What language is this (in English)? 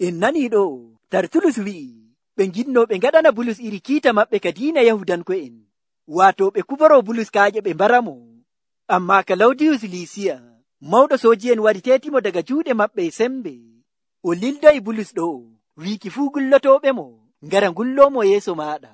Nigerian Fulfulde